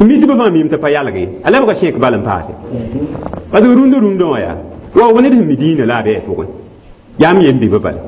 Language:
Mossi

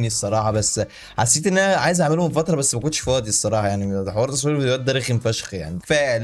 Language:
Egyptian Arabic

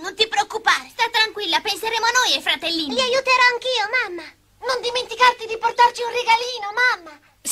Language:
Italian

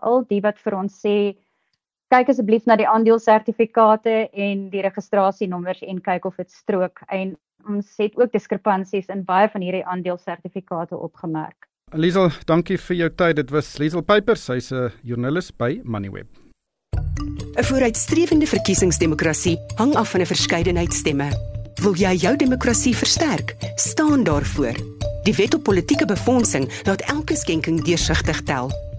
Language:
Afrikaans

